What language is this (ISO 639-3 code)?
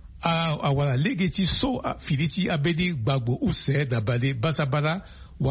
sag